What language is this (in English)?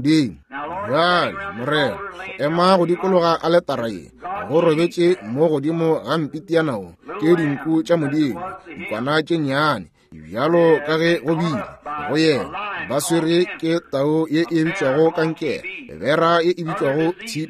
Northern Sotho